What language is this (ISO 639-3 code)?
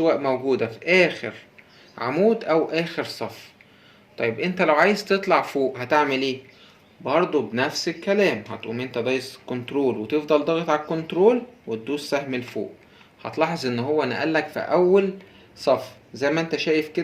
arz